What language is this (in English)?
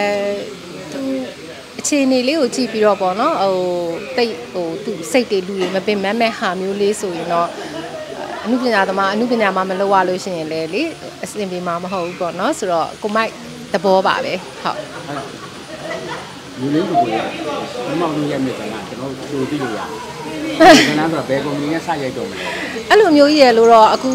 Burmese